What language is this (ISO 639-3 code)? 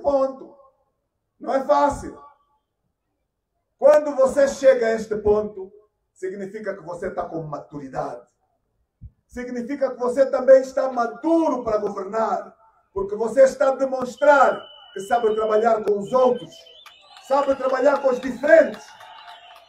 por